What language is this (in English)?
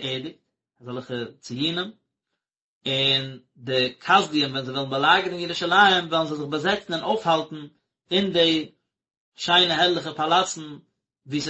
Yiddish